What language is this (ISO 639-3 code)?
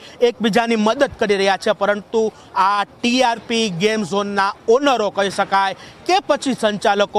guj